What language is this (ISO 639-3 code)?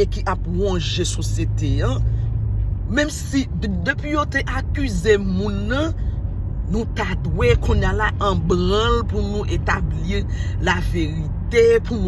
hat